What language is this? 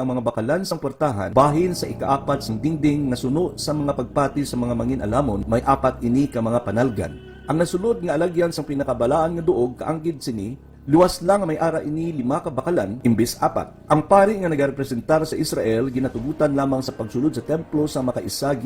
Hiligaynon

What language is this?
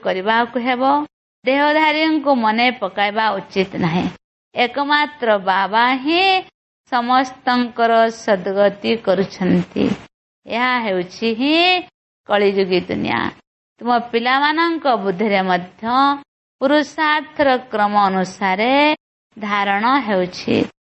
Odia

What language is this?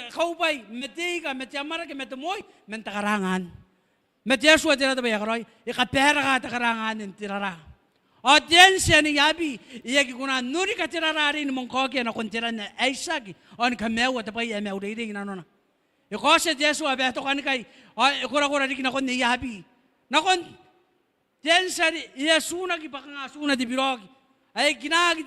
Gilbertese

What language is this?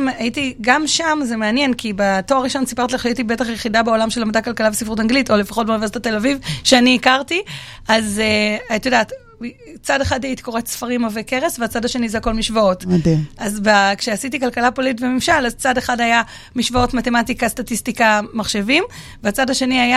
Hebrew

